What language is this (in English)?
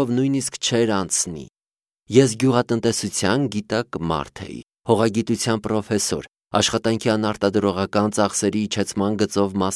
Armenian